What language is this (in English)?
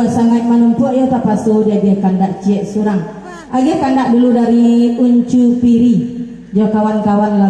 Minangkabau